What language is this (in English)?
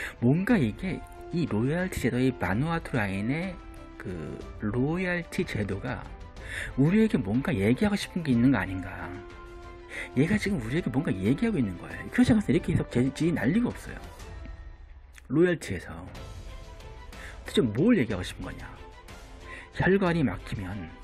Korean